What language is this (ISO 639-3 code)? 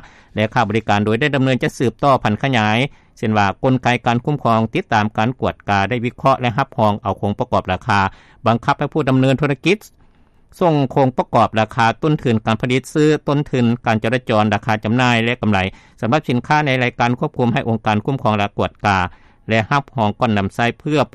lao